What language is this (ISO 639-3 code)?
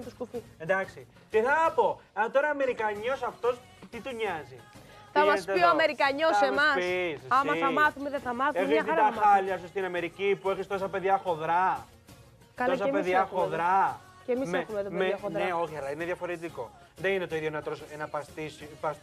ell